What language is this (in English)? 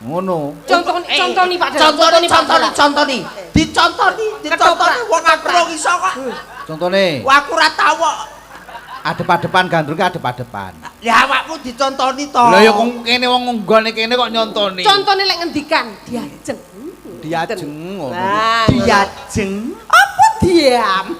Javanese